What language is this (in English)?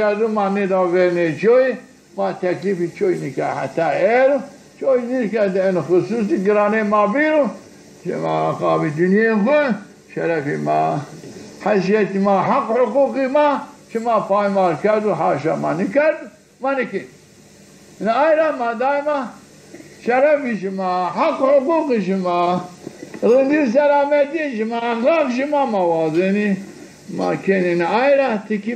Zaza